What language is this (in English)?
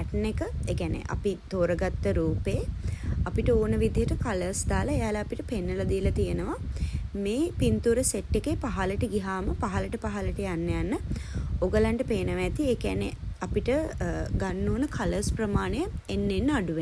Sinhala